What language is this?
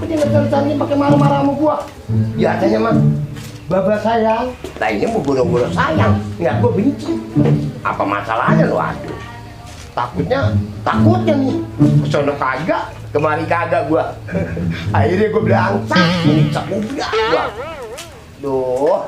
Betawi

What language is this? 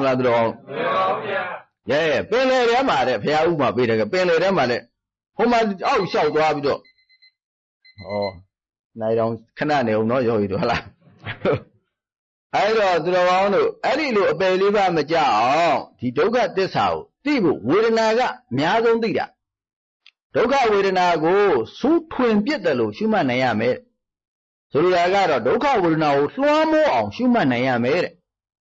Burmese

